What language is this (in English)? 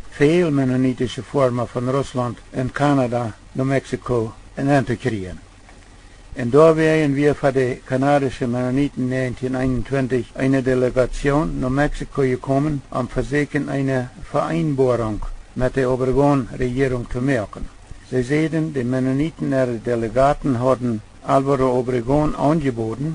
Plautdietsch